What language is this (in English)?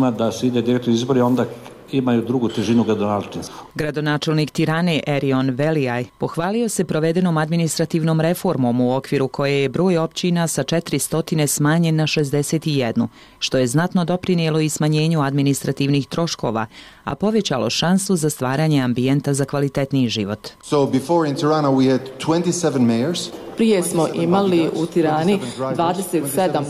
Bosnian